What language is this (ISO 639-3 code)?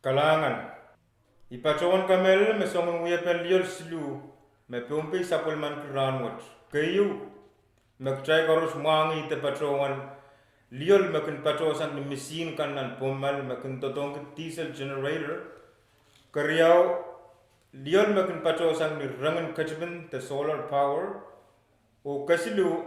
pon